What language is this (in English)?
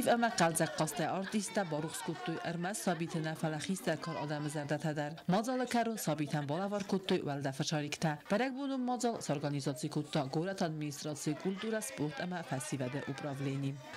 Ossetic